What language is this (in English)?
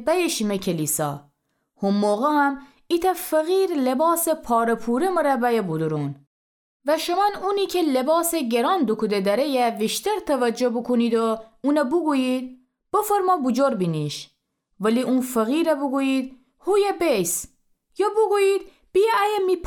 Gilaki